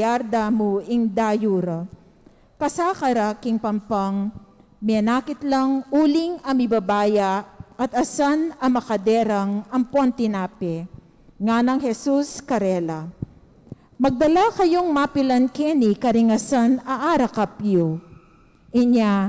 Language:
Pampanga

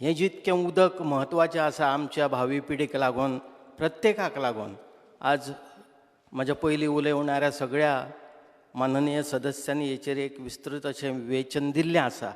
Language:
Konkani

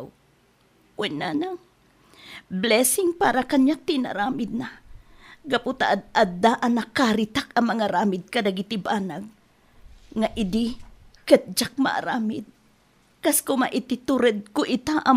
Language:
Iloko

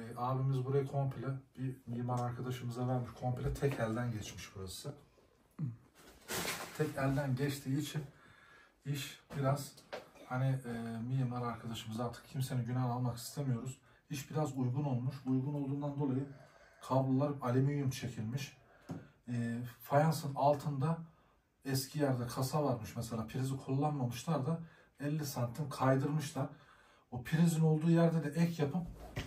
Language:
Turkish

